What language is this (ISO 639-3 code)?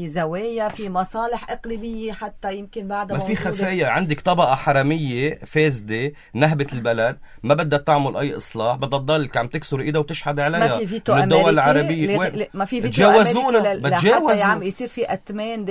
apc